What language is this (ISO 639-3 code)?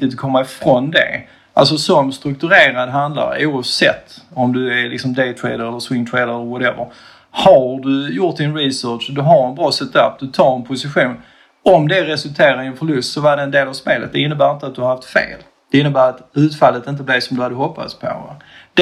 swe